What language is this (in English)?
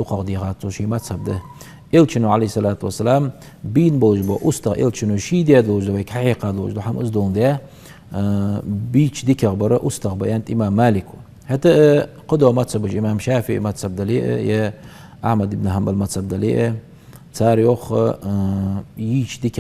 Ingush